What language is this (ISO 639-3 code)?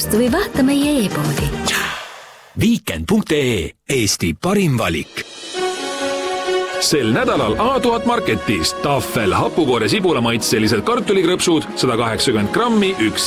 est